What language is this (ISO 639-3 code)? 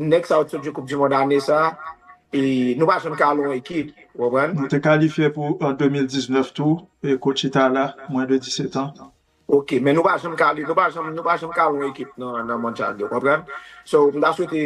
hat